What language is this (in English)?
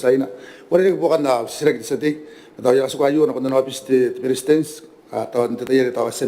Gilbertese